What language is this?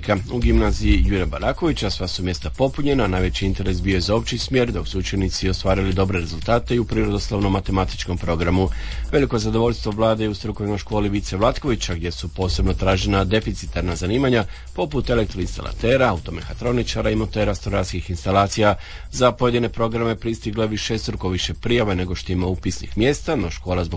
Croatian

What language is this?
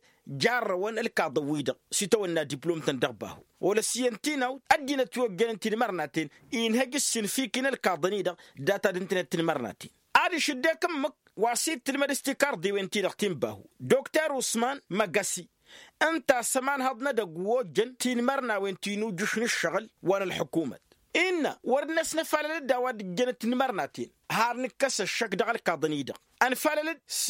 Tamasheq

